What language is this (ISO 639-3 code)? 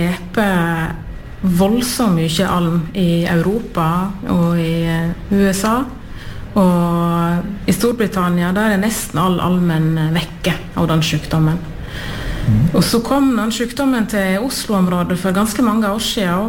nor